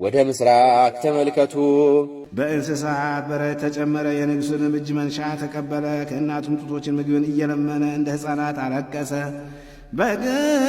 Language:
Amharic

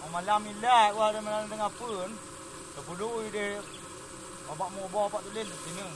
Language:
Achinese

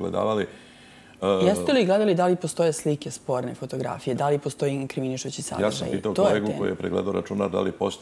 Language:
Serbian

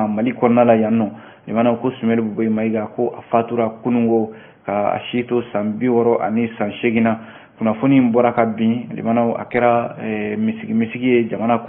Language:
Bambara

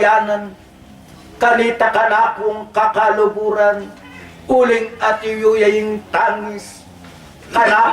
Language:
Pampanga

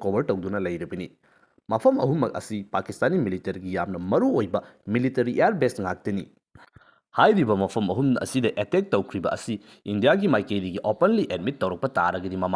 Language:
Manipuri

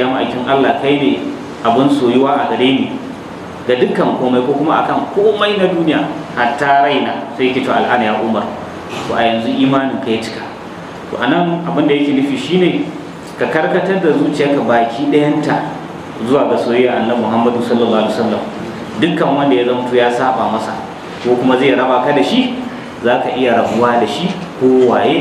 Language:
Hausa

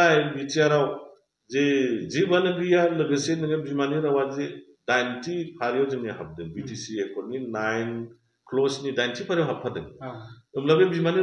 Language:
Bodo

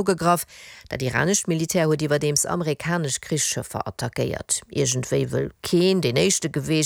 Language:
Luxembourgish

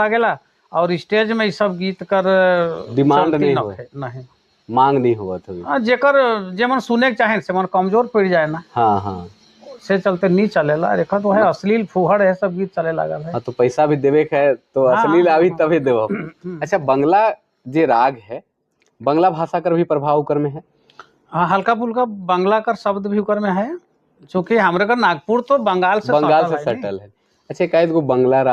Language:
Sadri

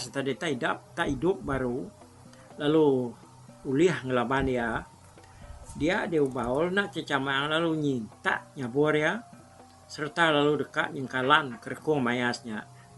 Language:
Iban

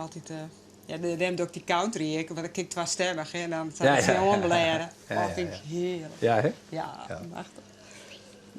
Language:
Western Frisian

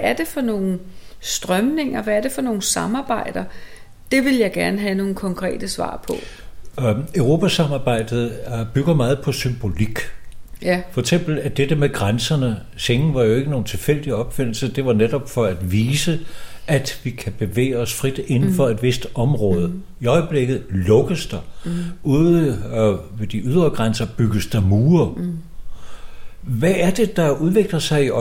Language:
Danish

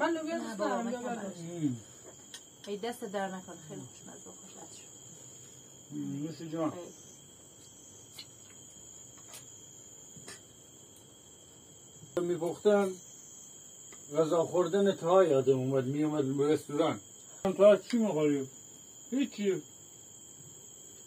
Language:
Persian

